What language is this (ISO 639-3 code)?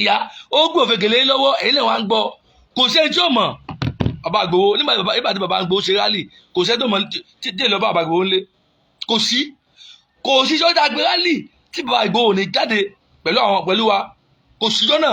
yor